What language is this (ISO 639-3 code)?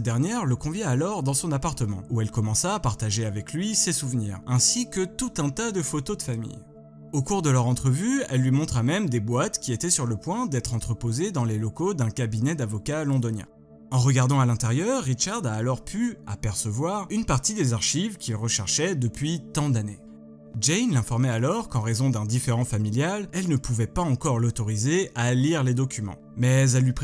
fra